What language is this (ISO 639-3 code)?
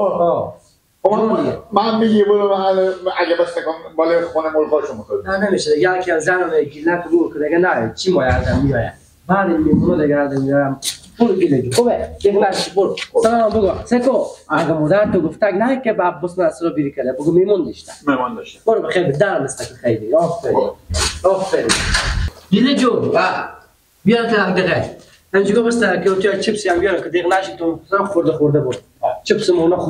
fas